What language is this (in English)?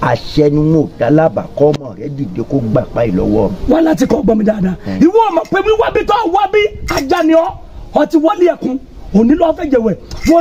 Yoruba